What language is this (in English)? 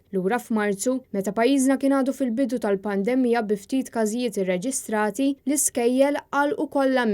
Maltese